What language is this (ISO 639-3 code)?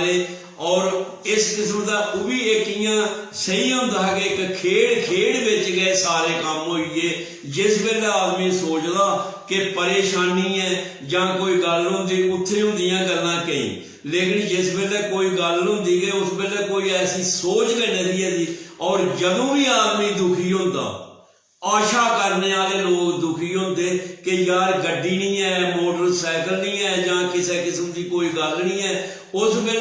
doi